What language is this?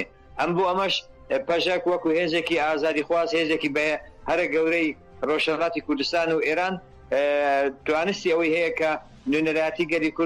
Central Kurdish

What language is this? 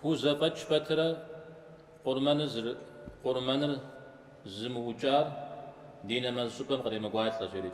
Kabardian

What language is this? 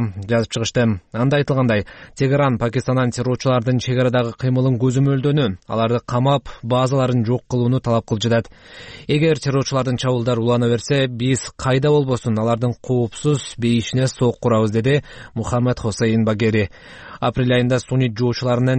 Kyrgyz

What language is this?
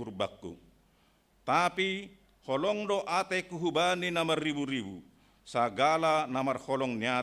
Batak Simalungun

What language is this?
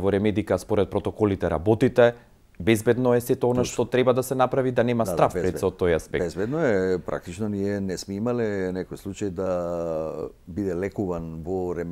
Macedonian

